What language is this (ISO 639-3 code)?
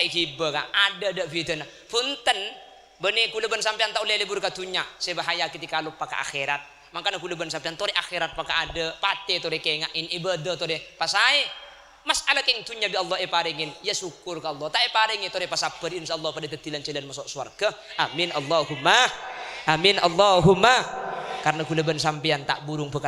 mad